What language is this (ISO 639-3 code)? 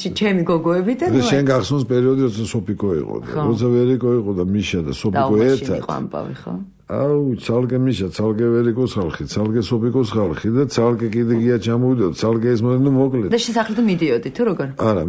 kat